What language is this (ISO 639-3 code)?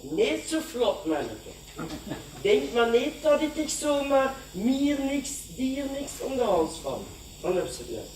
lim